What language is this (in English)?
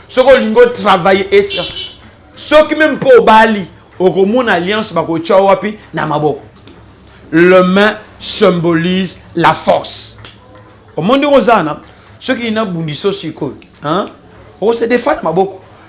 Lingala